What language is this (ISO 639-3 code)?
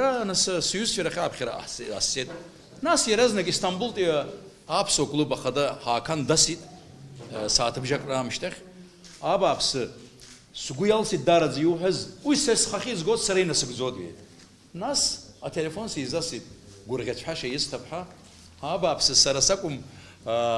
abk